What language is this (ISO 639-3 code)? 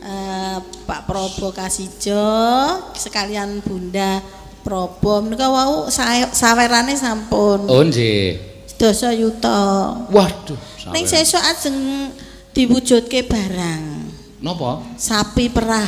jav